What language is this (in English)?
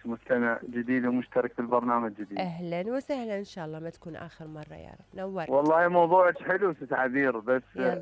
Mesopotamian Arabic